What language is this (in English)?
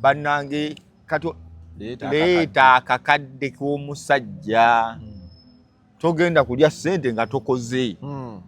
Ganda